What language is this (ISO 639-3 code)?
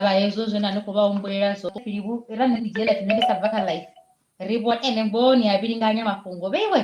ven